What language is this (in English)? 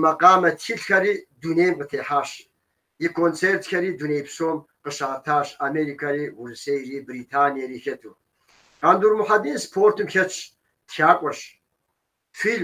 Kabardian